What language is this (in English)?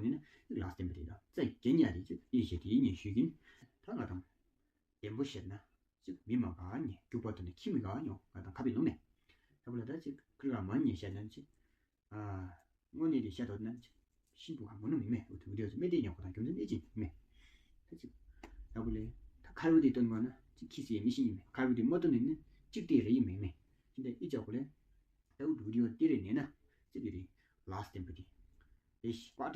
Tawang Monpa